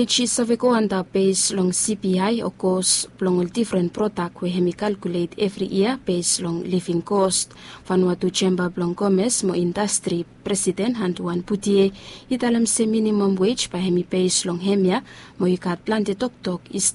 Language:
Bislama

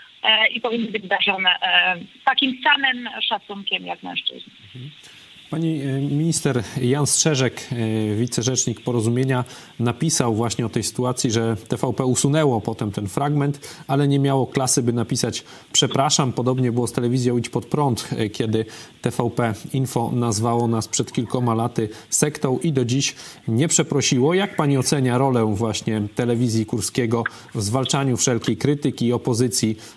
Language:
Polish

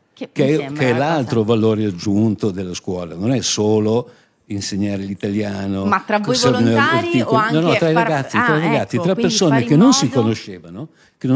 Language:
Italian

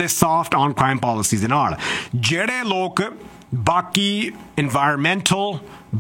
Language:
Punjabi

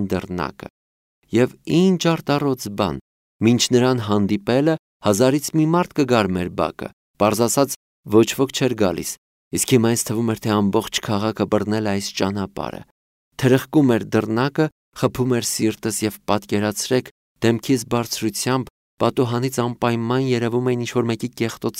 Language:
Armenian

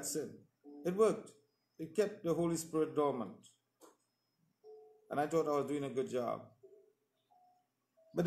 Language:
English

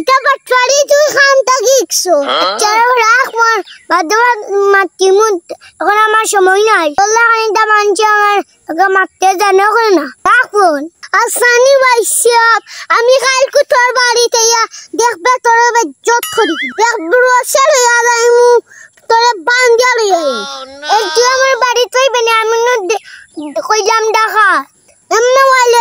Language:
Sylheti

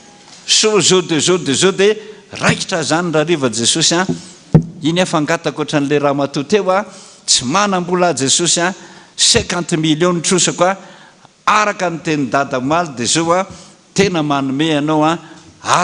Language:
Malagasy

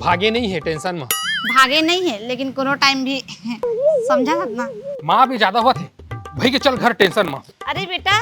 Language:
Chhattisgarhi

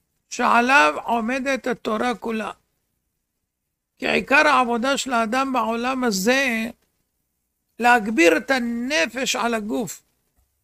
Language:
Hebrew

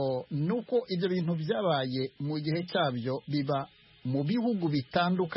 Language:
Kinyarwanda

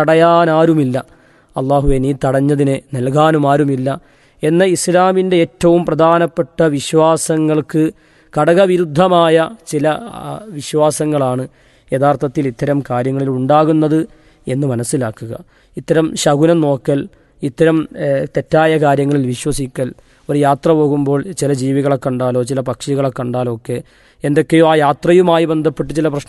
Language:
Malayalam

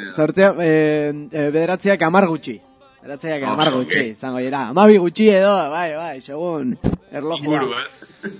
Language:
Basque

